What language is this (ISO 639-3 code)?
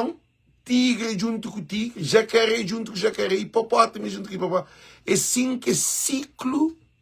kea